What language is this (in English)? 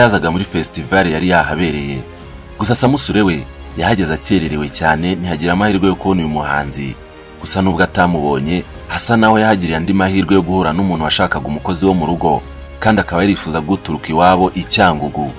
Kinyarwanda